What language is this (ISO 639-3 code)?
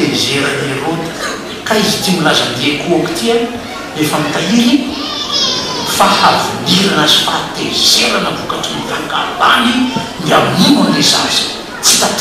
mlg